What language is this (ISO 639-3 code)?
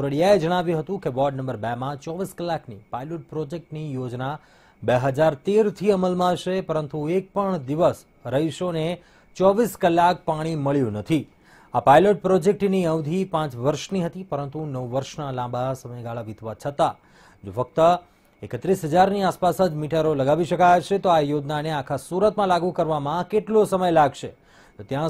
guj